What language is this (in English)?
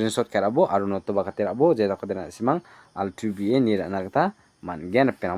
Garo